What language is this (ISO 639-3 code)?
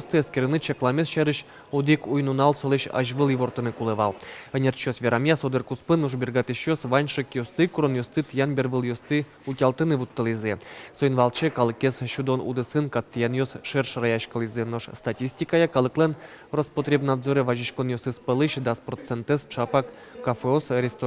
udm